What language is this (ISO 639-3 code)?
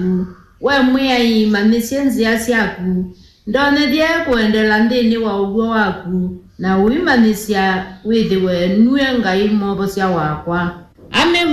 kam